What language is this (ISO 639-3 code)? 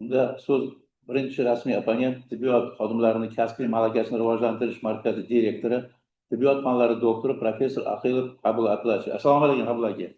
uzb